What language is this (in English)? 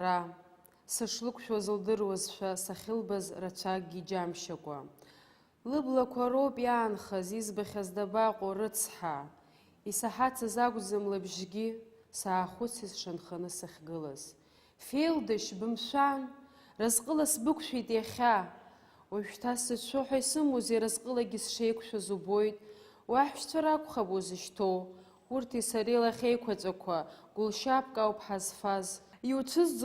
Abkhazian